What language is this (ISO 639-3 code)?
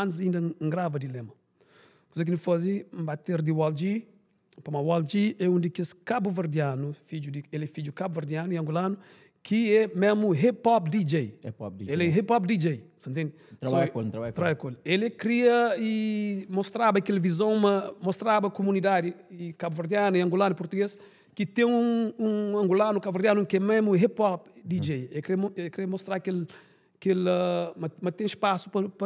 kea